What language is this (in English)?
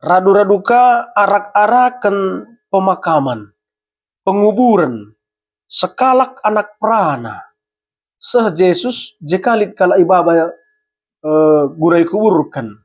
Batak Karo